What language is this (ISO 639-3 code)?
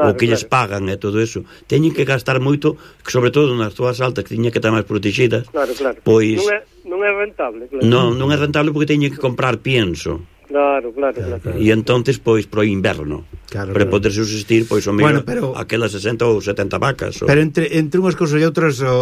glg